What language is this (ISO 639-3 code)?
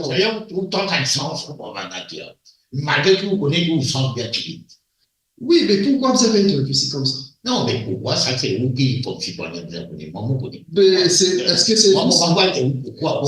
mfe